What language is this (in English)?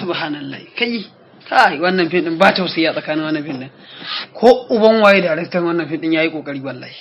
Hausa